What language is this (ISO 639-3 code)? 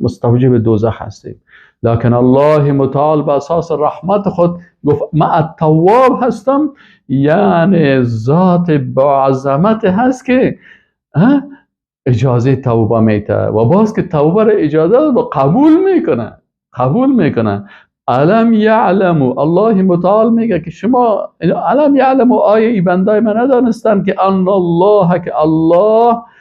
fas